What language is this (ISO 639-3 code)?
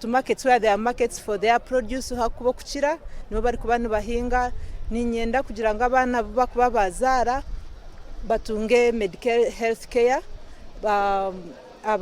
nyn